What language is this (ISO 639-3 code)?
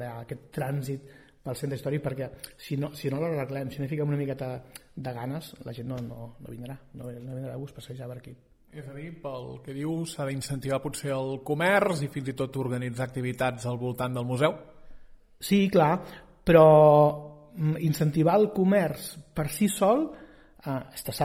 cat